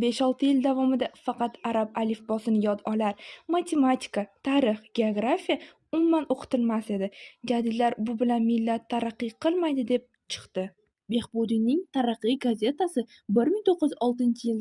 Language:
Uzbek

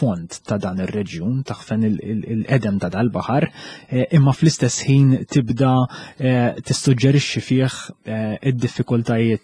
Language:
Maltese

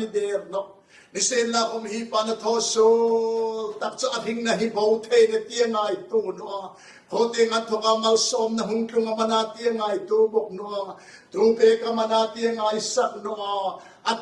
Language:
Hmar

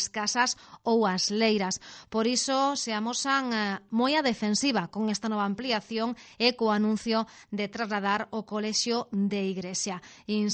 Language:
Galician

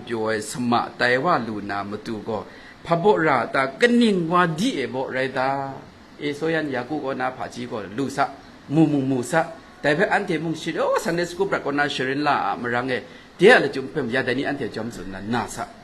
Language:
Kachin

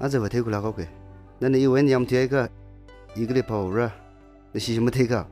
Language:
Tangkhul Naga (India)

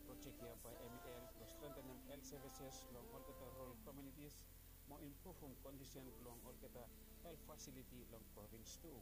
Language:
Bislama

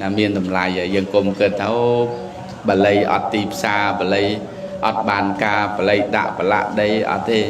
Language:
Khmer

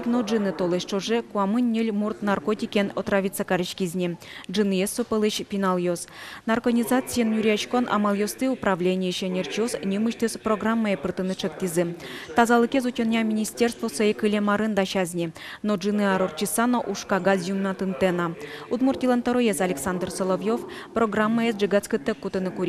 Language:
Udmurt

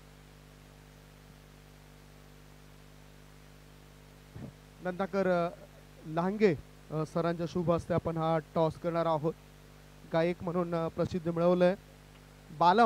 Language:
Marathi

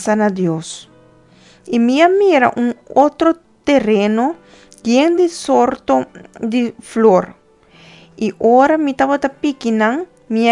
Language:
Papiamento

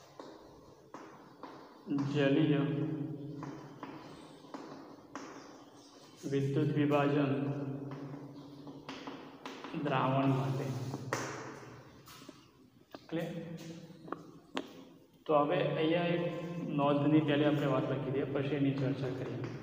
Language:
Gujarati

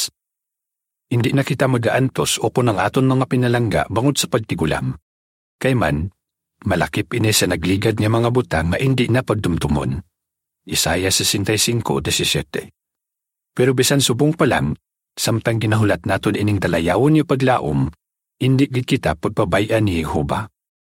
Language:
Hiligaynon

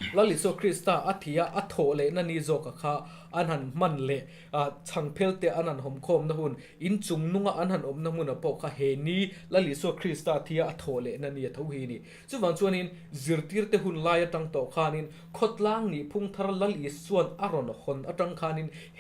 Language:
Mizo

